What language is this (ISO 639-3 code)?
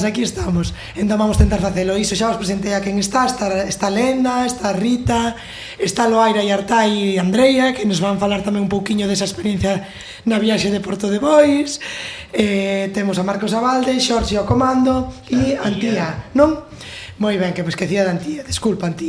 glg